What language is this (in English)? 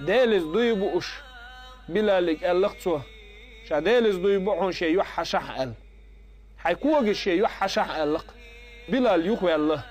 Chechen